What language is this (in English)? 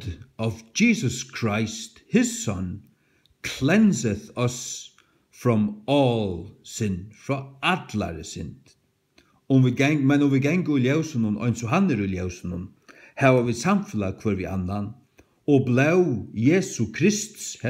Faroese